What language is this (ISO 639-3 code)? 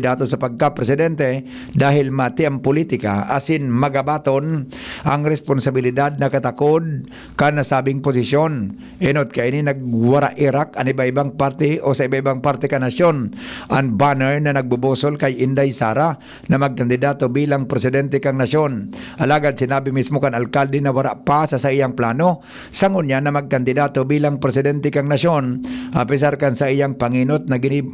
bik